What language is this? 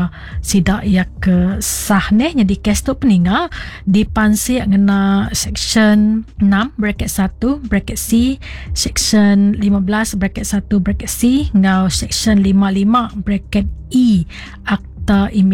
Iban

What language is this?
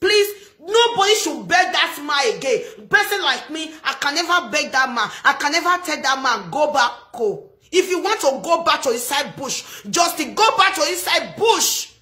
Nigerian Pidgin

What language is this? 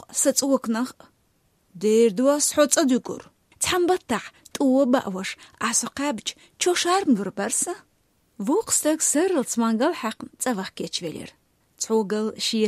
Chechen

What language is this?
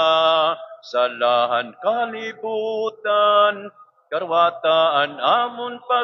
Waray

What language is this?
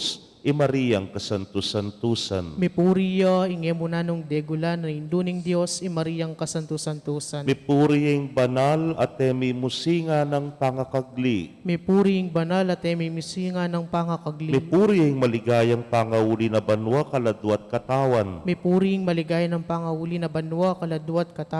Pampanga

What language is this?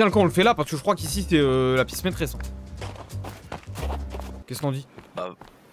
French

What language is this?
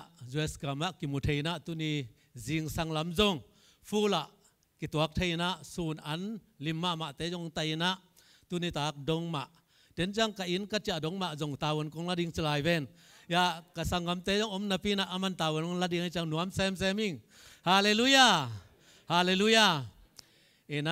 Tedim Chin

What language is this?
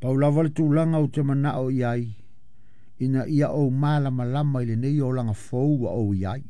Samoan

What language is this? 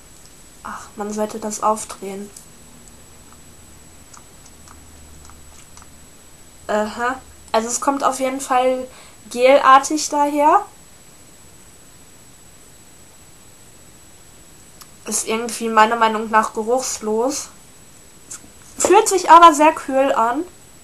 German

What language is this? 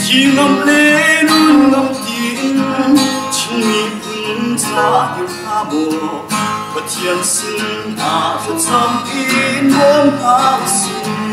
Hakha Chin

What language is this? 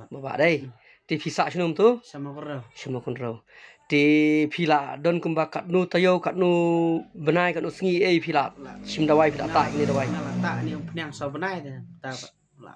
Khasi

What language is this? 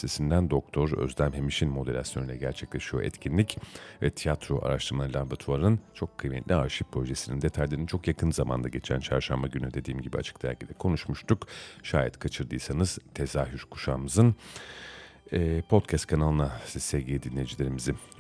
Turkish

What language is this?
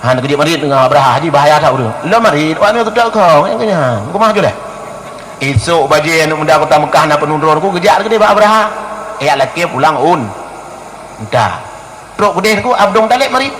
Achinese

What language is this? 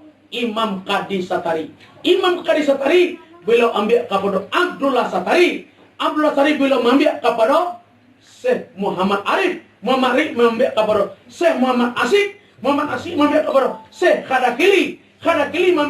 Minangkabau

